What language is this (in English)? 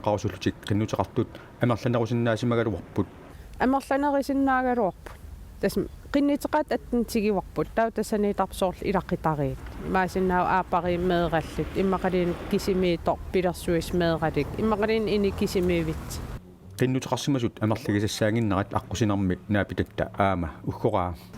Kalaallisut